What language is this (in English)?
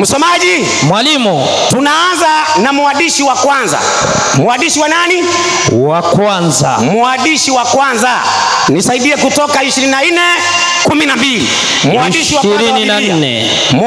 Swahili